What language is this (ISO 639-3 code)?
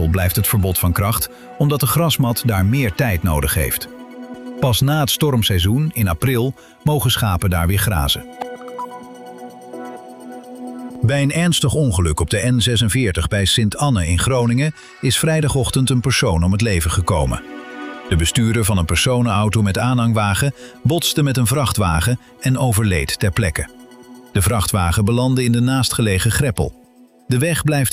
nld